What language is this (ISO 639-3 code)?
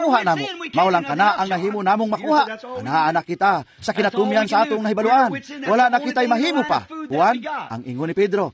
ceb